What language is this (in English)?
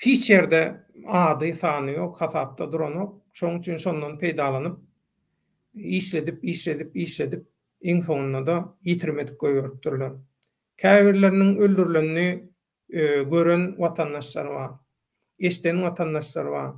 Turkmen